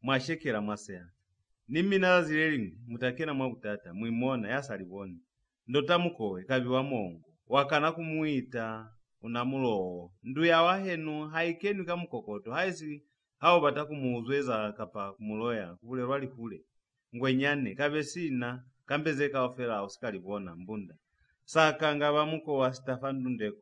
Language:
Lozi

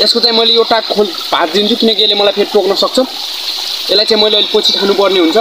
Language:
Nepali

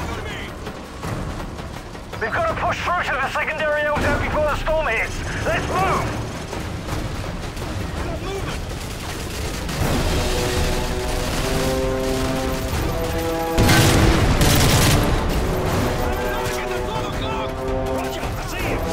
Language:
English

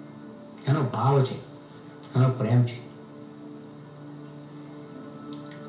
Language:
Gujarati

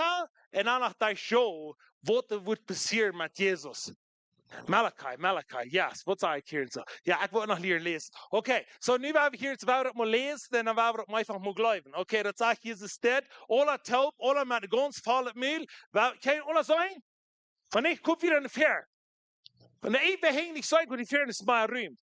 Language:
Plautdietsch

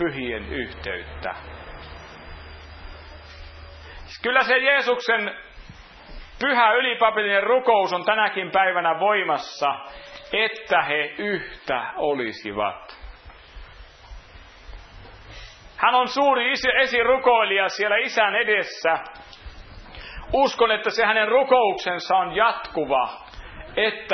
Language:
Finnish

